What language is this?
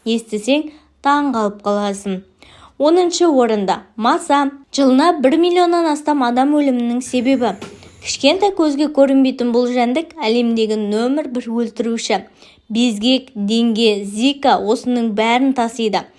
Kazakh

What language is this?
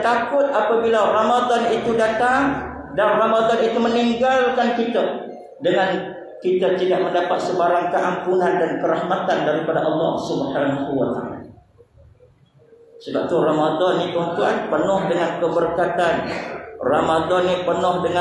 Malay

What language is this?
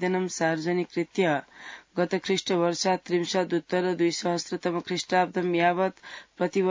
Sanskrit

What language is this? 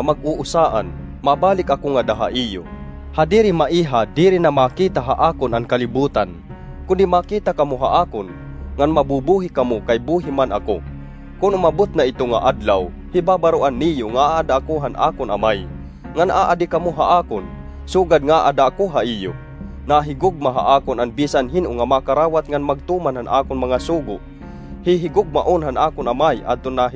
Waray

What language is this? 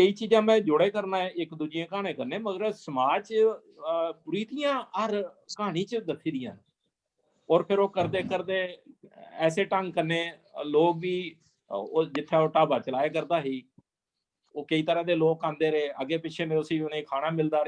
Dogri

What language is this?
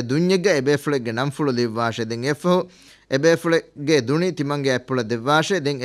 Divehi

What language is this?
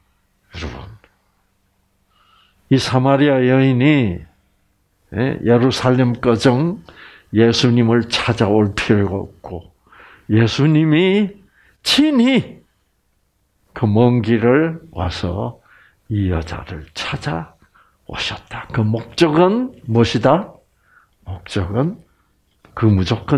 Korean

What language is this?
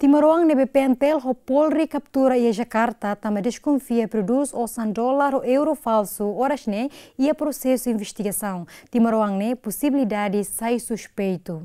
Tetum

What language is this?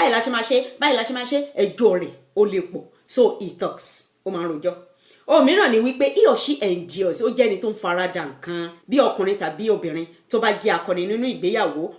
Yoruba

